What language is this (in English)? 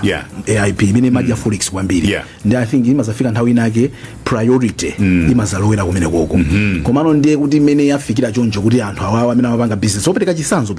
Nyanja